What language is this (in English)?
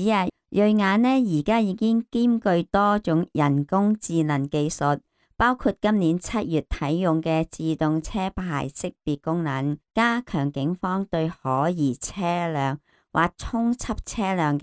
Cantonese